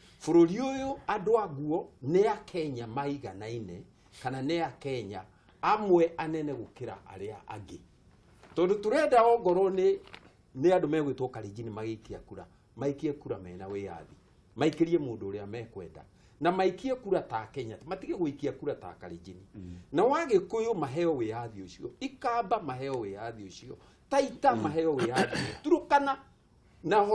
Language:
Kikuyu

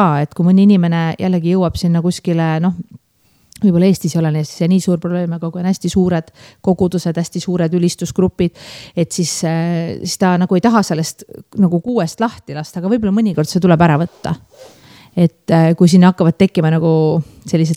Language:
Estonian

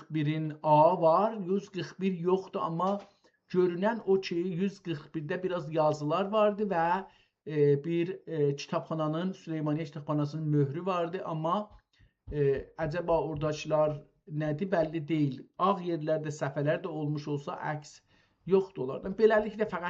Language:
South Azerbaijani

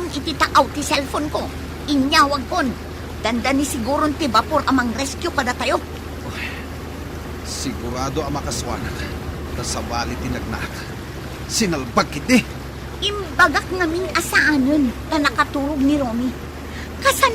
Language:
Iloko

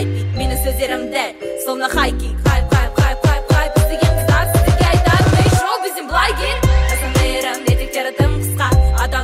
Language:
Kazakh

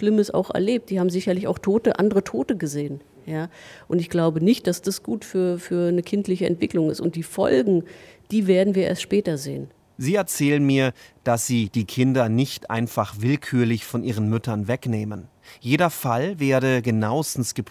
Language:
German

